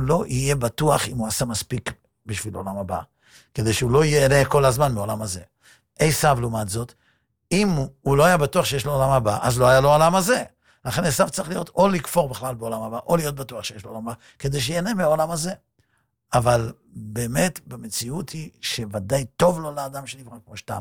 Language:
Hebrew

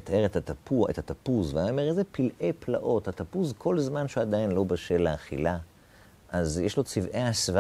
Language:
Hebrew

